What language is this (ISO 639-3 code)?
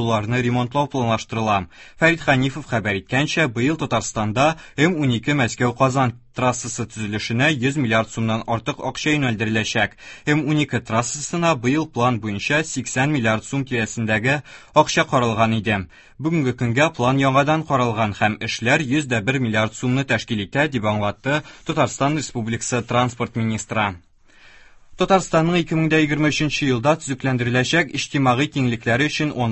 tat